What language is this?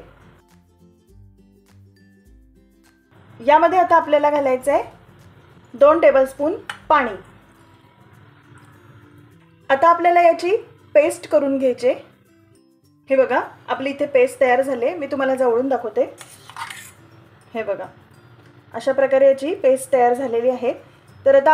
Marathi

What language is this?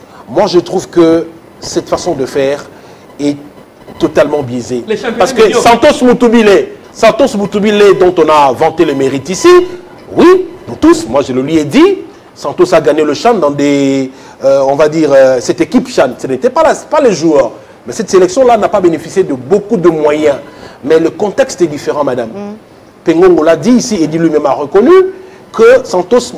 French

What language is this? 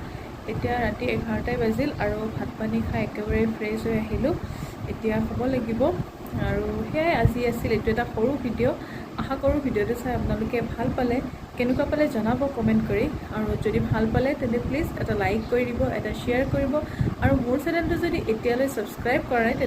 Assamese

